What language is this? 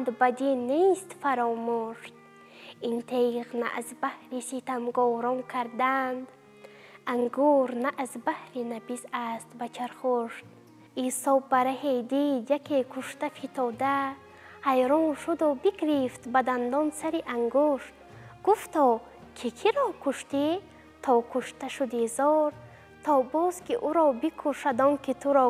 Tajik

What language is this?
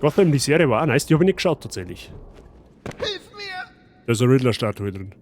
Bavarian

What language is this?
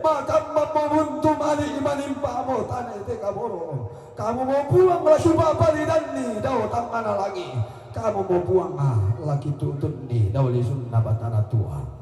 Toraja-Sa'dan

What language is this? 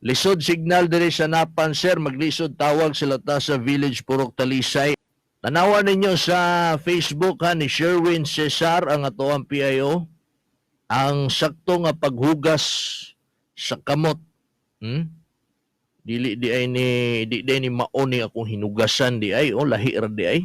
Cebuano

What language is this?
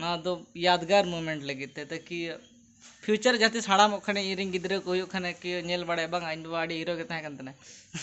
Santali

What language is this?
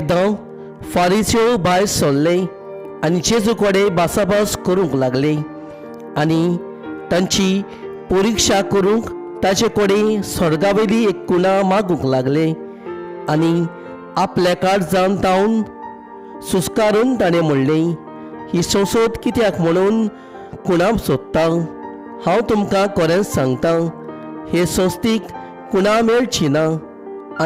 Konkani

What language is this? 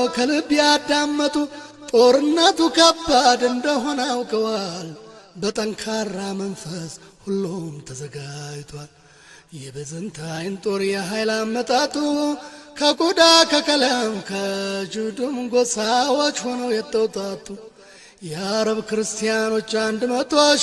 Amharic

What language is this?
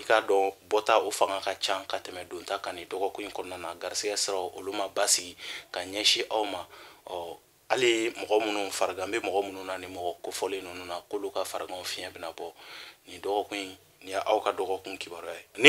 Bambara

